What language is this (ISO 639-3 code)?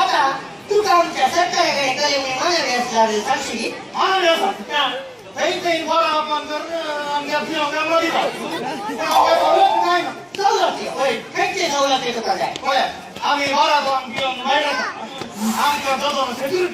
kok